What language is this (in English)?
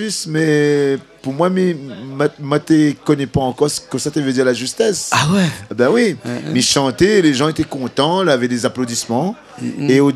Réunion Creole French